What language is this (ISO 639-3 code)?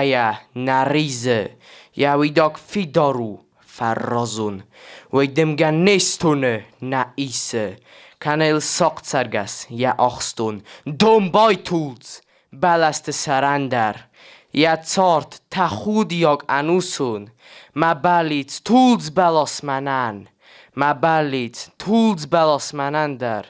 oss